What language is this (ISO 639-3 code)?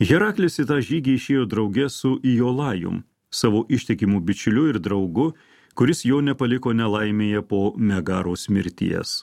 lit